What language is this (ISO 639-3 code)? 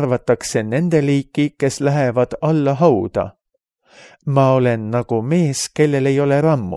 est